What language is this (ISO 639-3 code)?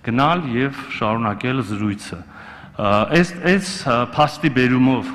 hye